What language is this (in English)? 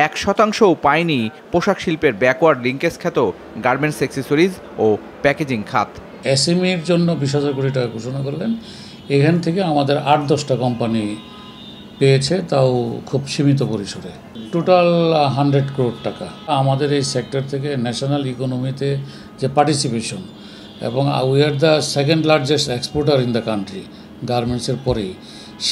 Bangla